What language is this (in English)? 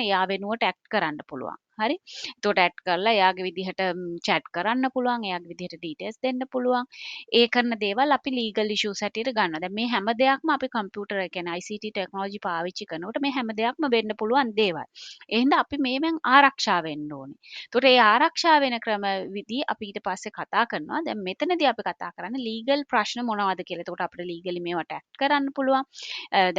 Sinhala